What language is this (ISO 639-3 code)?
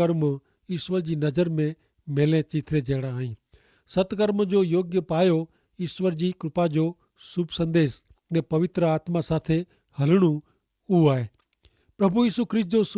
kfr